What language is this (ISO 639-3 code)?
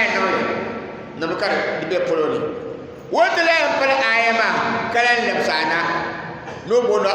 dag